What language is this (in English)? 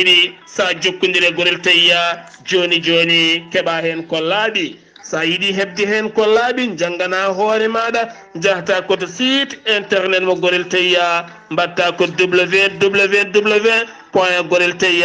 Fula